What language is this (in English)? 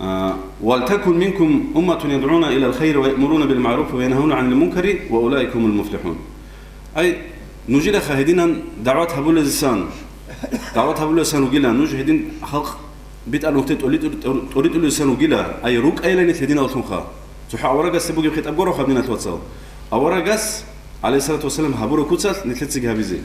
Avaric